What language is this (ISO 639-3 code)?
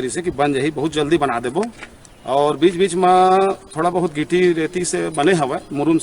hne